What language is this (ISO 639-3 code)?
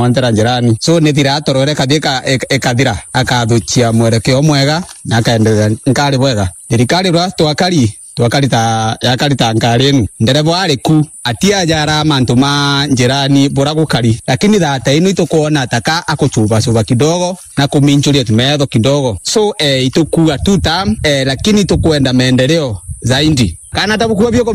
mer